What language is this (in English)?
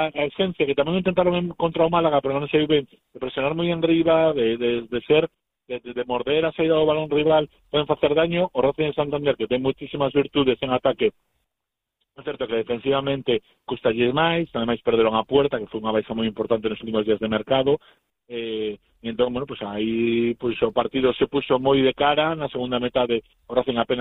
Galician